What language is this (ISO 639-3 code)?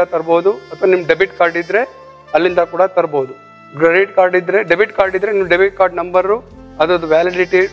kan